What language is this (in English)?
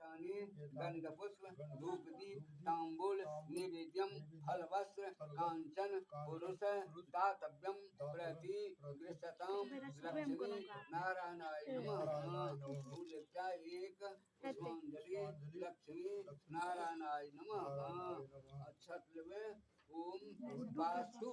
Maithili